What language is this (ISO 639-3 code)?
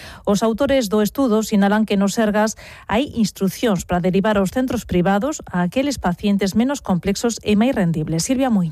glg